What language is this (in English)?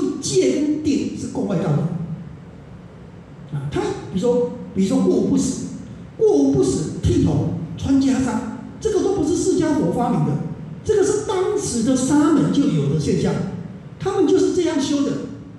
Chinese